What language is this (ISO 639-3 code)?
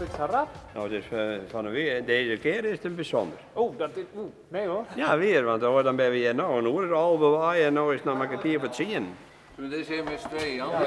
fry